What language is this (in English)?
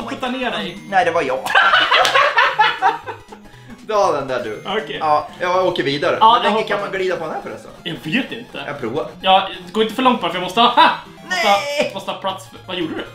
Swedish